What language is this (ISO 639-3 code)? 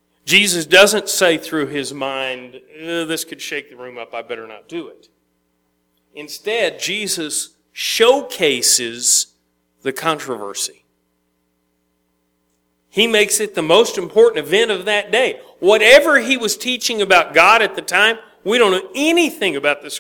eng